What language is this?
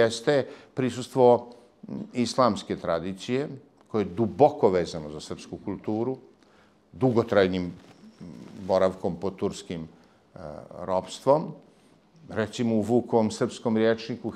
Serbian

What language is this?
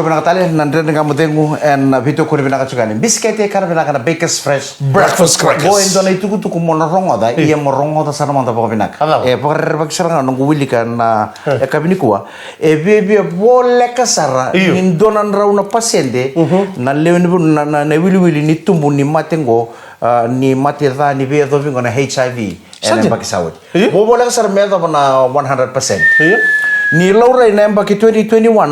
Fijian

